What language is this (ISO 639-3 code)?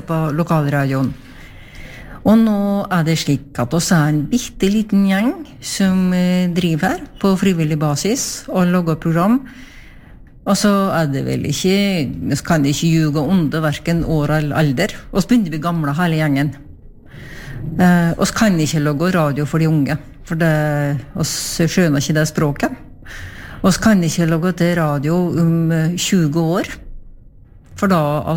nor